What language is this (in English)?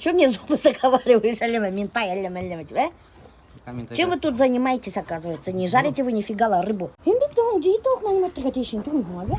Bashkir